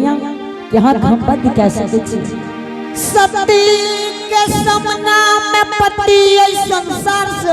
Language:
Angika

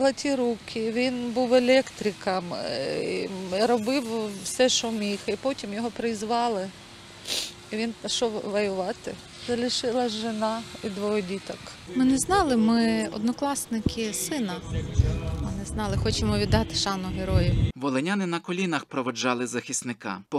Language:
Ukrainian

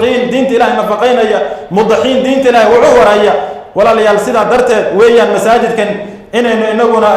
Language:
Somali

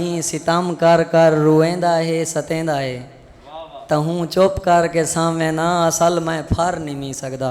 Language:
Saraiki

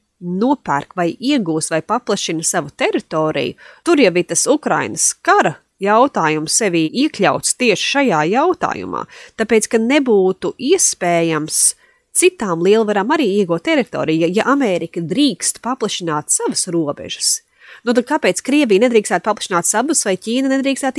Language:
Latvian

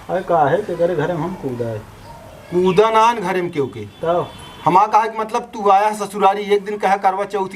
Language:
Awadhi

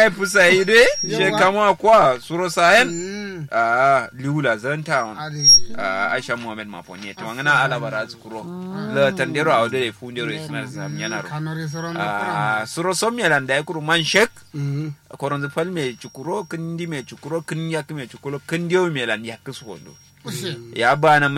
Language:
Kanuri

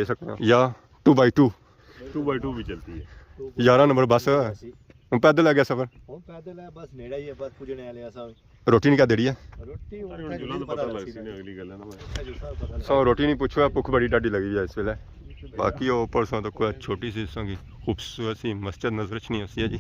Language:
Pahari-Potwari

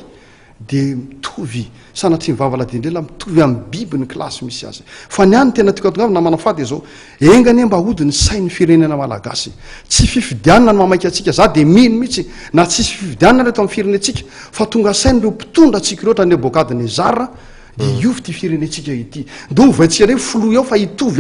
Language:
Malagasy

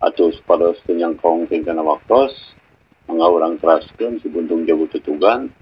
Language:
Sundanese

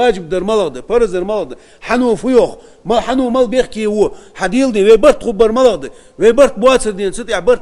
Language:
Ingush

